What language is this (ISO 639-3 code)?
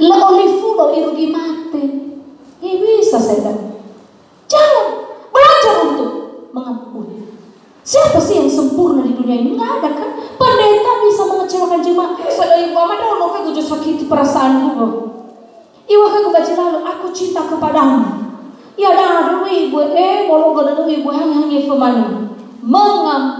nia